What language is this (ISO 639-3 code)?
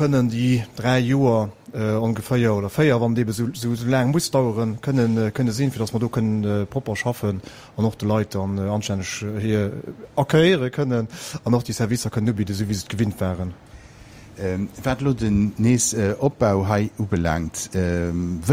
ltz